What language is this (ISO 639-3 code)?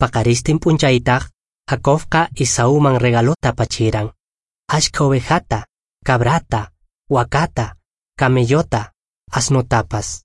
que